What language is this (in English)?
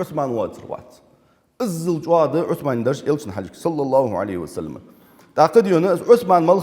Ingush